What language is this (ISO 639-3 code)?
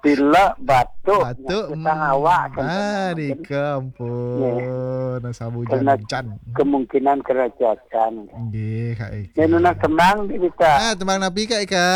ban